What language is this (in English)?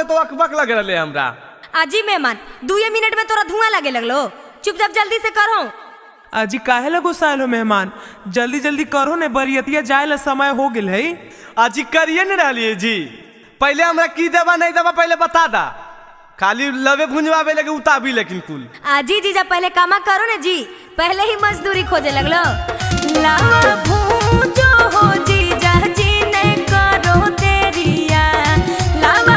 Magahi